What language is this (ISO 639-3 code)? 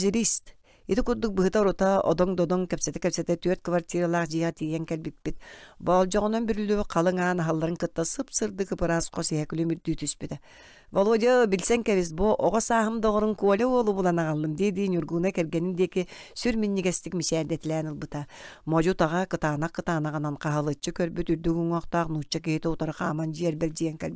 sah